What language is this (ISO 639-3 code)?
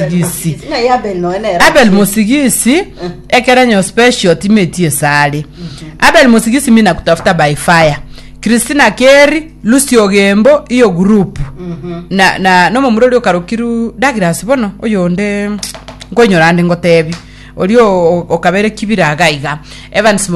guz